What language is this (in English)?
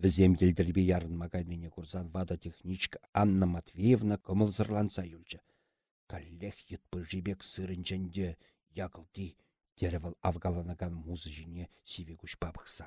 Chuvash